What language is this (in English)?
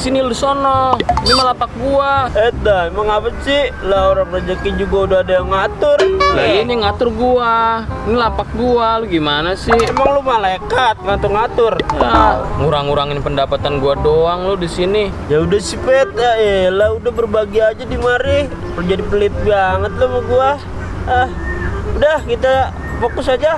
Betawi